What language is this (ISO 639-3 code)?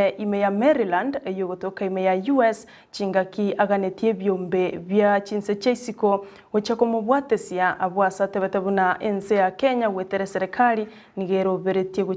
guz